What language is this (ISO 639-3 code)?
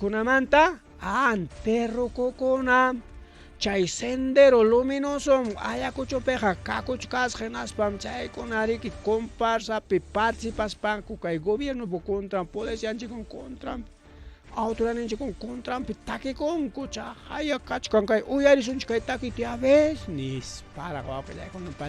quy